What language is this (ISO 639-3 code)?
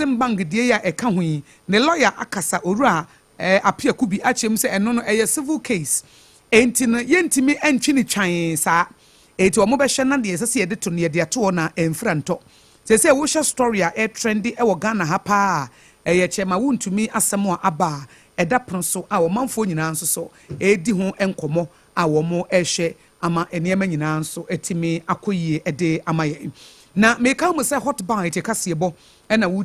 aka